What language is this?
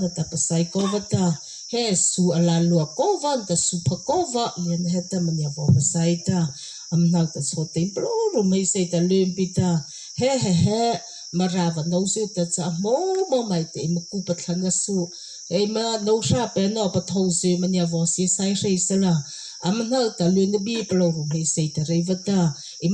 Mara Chin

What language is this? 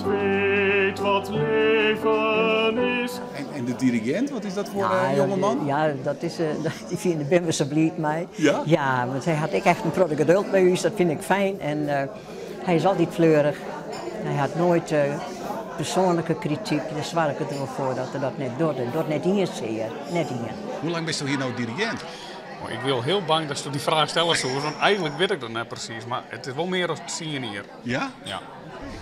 Western Frisian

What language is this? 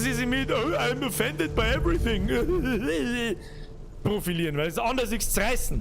Bavarian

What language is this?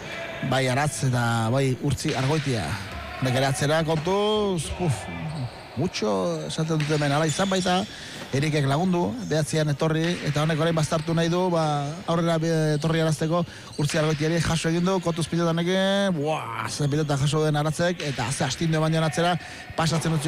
Basque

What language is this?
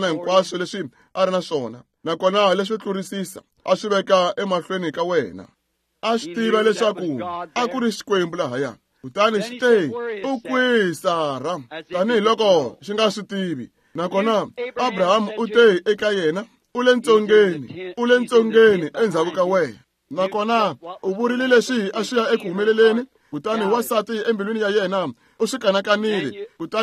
Tsonga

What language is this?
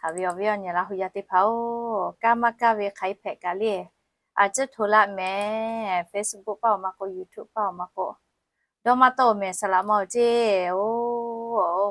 Lahu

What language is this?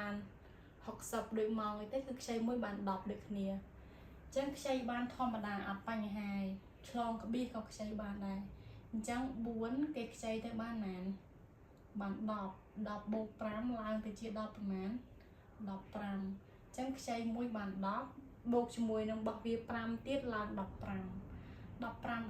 Khmer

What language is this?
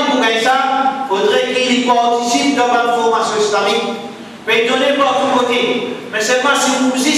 Morisyen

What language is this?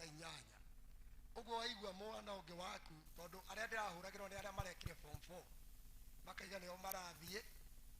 Kikuyu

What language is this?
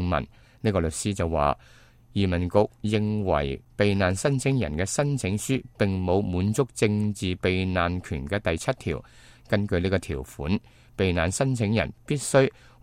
Cantonese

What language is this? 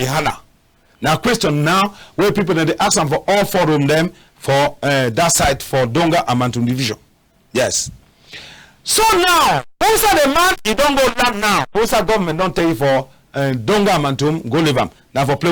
Cameroon Pidgin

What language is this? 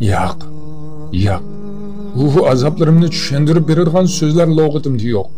Uyghur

